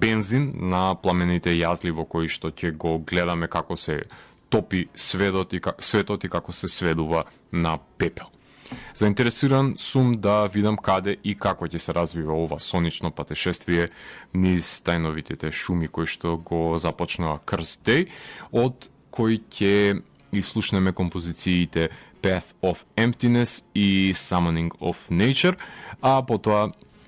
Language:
Macedonian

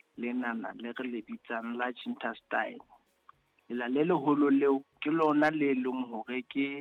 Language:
Southern Sotho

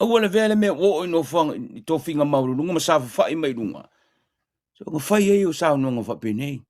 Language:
Samoan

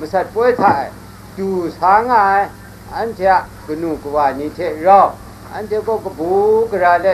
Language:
Kachin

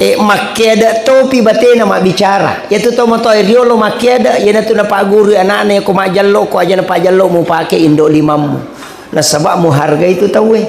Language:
Buginese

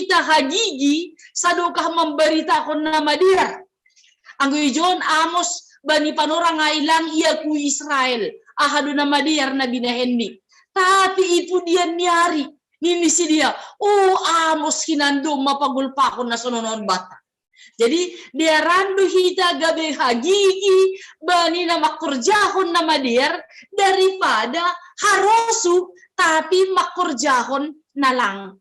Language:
Batak Simalungun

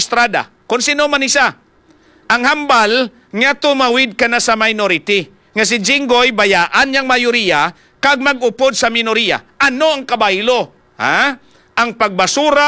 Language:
Hiligaynon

